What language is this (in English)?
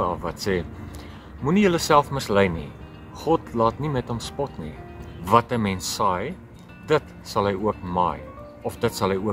Afrikaans